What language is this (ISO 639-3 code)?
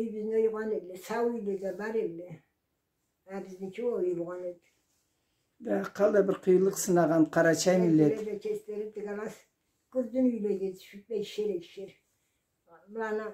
krc